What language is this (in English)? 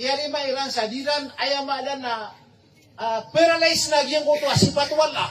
Maranao